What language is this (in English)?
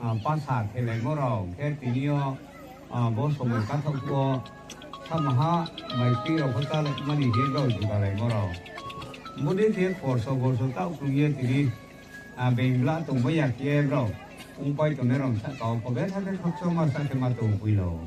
Riang (India)